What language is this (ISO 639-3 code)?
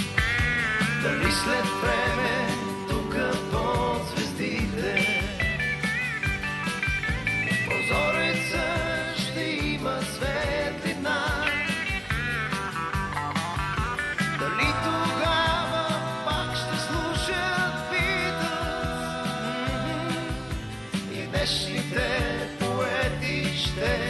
bul